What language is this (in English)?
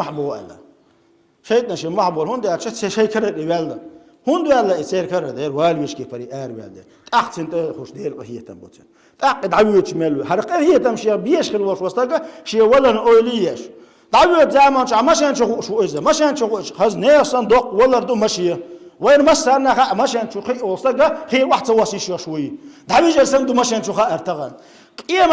Chechen